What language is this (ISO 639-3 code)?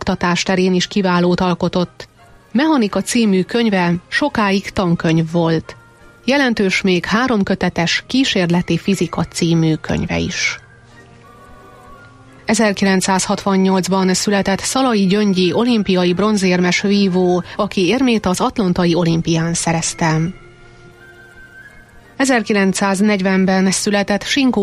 hun